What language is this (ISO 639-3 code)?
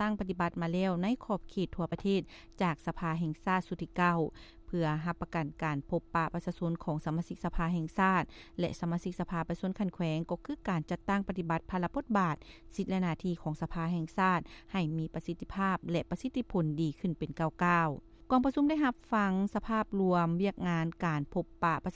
lao